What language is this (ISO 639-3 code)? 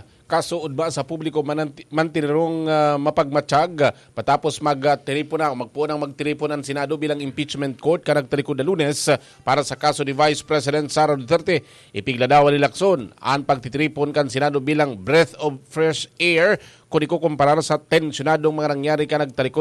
bik